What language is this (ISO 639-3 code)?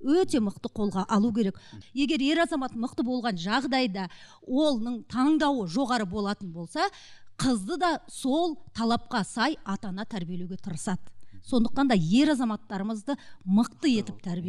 kaz